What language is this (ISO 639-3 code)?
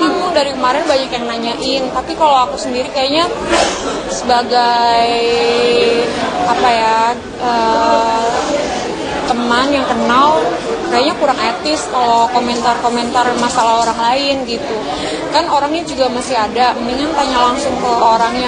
ind